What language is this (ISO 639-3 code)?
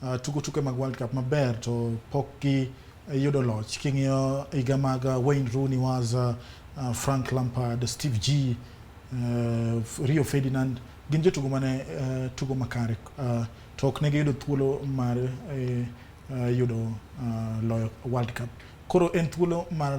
luo